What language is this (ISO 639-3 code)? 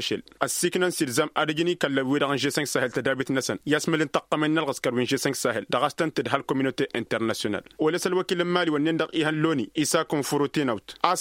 taq